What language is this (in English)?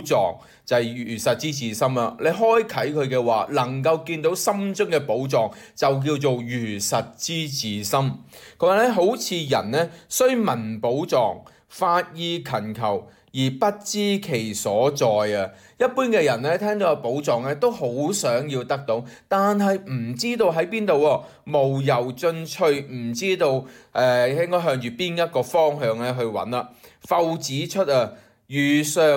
Cantonese